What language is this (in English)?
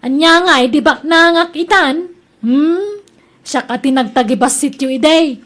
Iloko